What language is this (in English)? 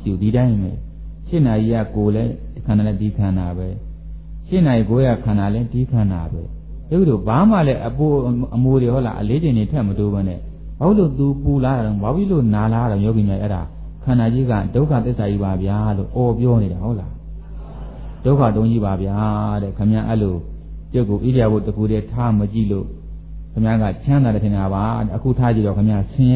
Burmese